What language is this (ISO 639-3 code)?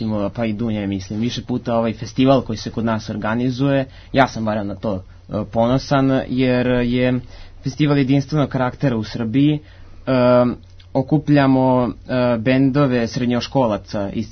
srp